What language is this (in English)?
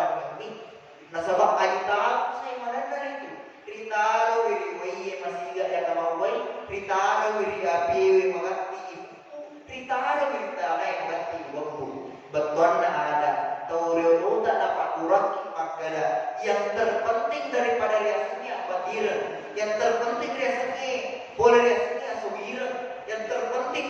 Buginese